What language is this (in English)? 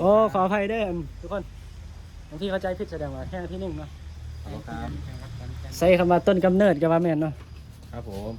Northeastern Thai